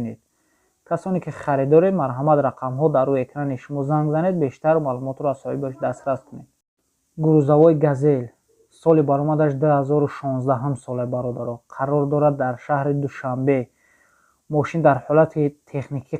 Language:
Tajik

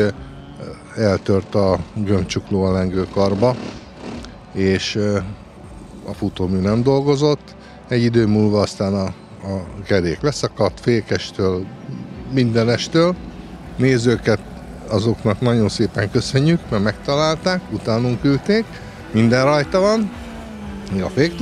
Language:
Hungarian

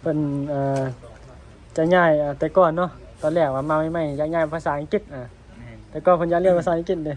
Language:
Northeastern Thai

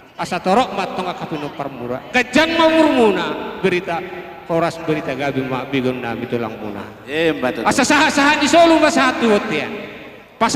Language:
Batak Toba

